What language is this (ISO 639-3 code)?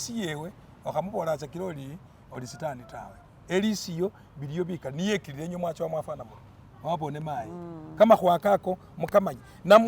myx